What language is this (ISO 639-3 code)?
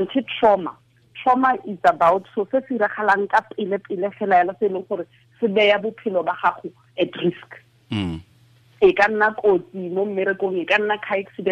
tsn